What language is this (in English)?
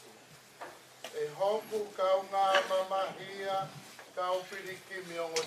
Tongan